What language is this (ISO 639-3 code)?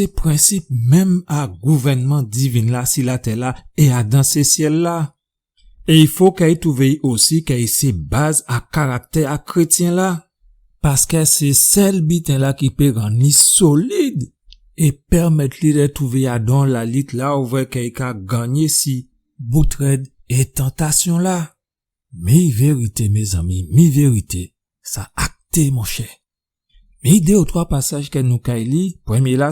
gcf